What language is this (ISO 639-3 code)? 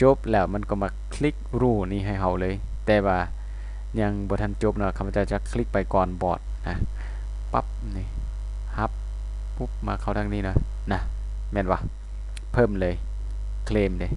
lao